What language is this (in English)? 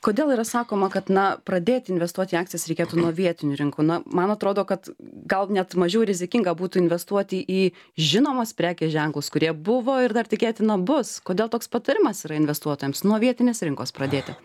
Lithuanian